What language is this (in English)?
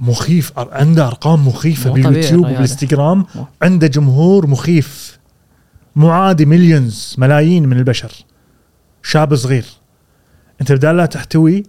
Gulf Arabic